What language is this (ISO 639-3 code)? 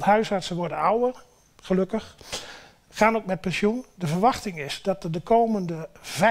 nld